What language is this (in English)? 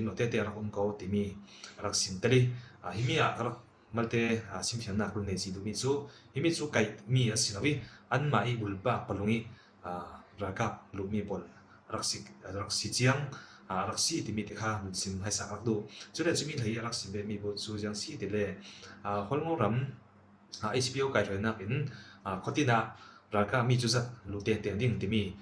Falam Chin